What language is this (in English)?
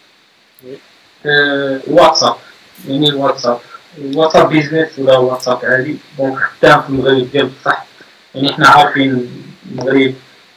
Moroccan Arabic